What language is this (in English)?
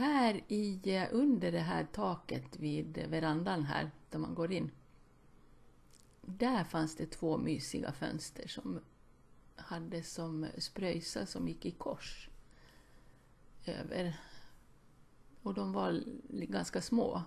Swedish